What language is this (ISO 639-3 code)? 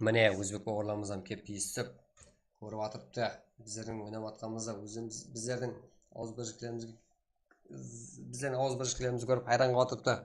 kaa